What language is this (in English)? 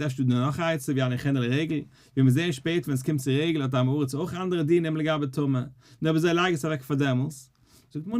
Yiddish